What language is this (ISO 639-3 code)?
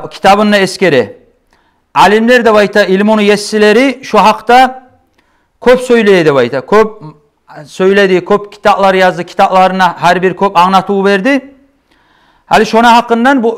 kum